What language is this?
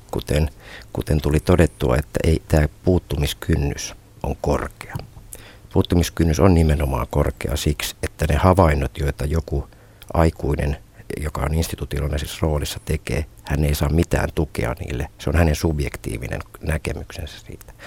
Finnish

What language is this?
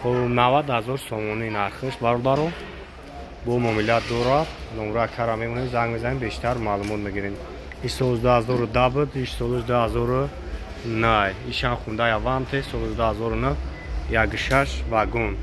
Tajik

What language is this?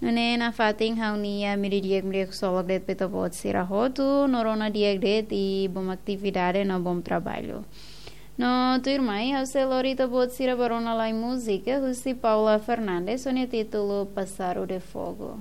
Tetum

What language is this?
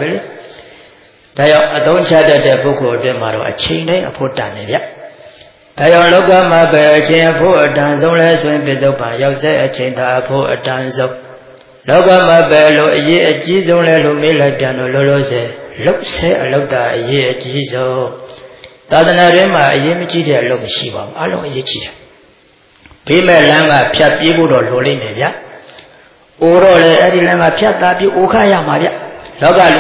Burmese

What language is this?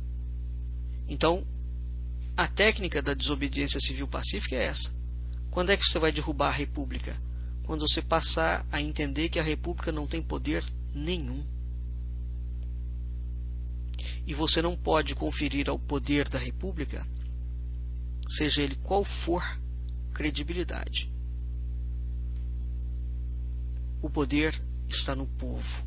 Portuguese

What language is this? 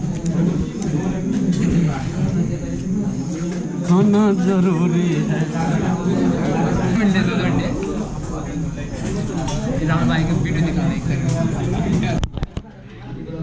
Hindi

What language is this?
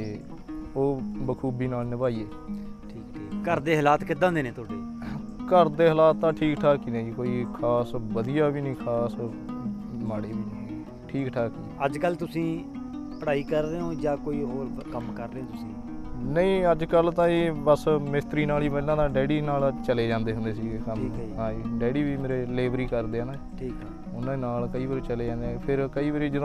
Punjabi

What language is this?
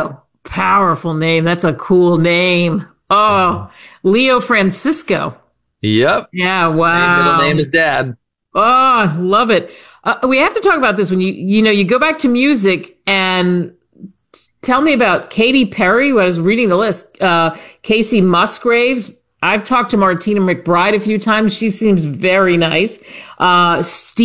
English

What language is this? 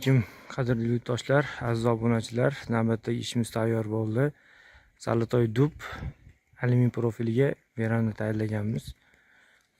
Uzbek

